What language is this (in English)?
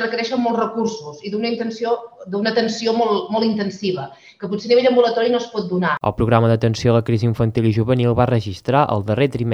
Catalan